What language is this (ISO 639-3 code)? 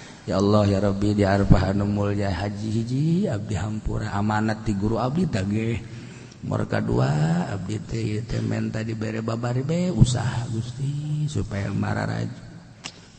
sun